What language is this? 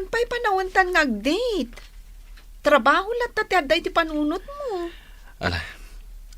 Iloko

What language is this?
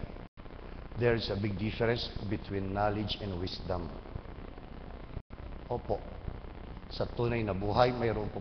Filipino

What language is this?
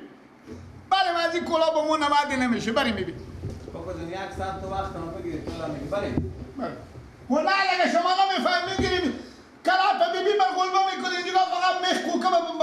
Persian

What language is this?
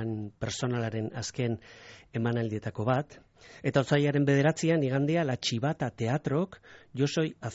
Basque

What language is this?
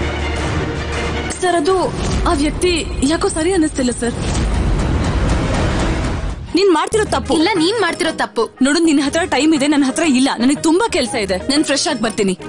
Kannada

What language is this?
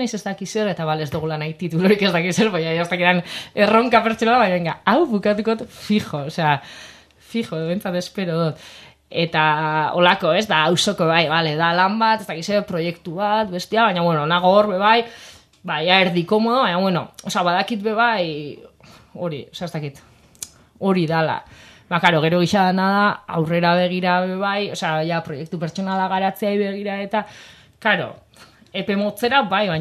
Basque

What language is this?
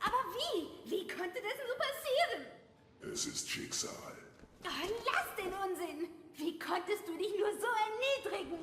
Bavarian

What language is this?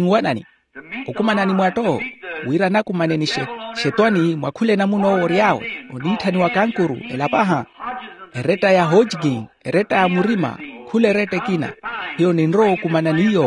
Makhuwa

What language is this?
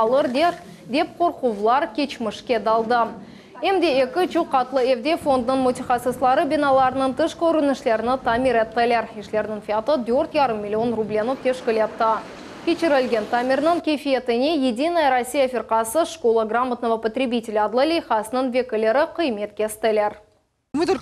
Crimean Tatar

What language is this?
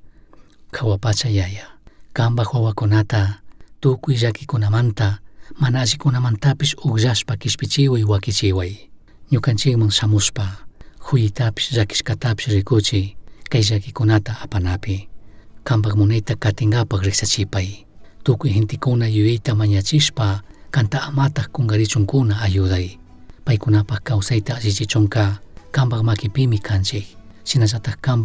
Chimborazo Highland Quichua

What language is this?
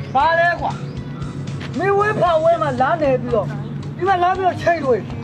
Burmese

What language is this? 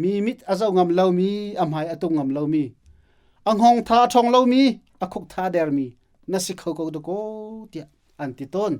Hakha Chin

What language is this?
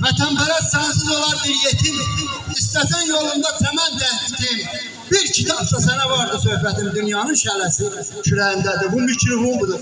South Azerbaijani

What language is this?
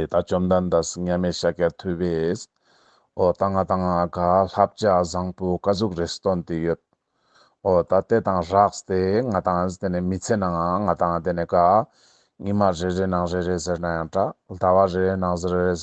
Ladakhi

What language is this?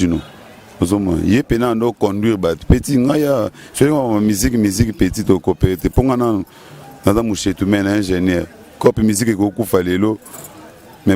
Lingala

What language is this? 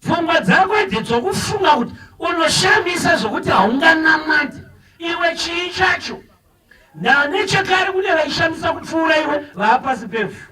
Shona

